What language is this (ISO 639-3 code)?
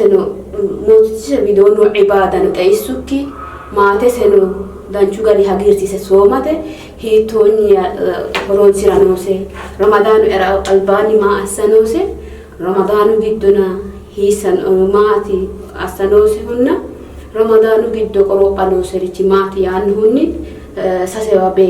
sid